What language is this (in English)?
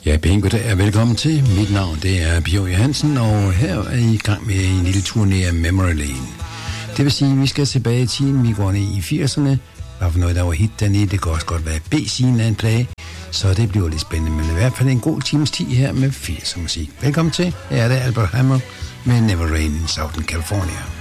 Danish